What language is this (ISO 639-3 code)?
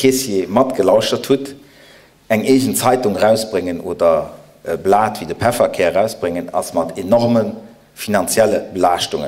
ltz